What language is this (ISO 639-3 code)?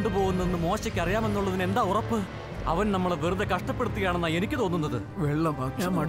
mal